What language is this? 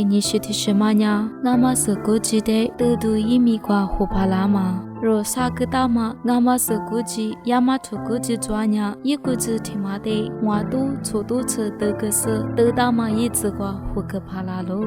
Lisu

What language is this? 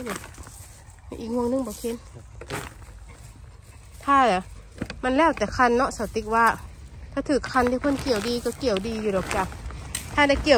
Northeastern Thai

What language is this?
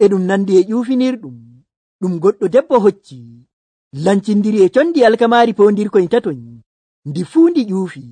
Nigerian Fulfulde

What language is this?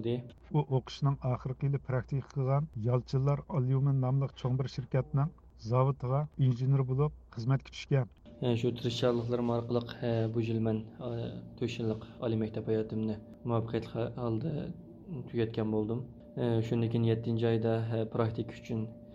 Uyghur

